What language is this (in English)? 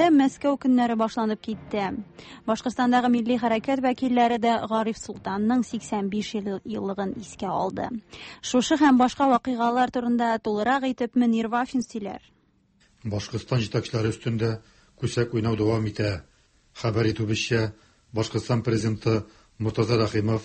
Tatar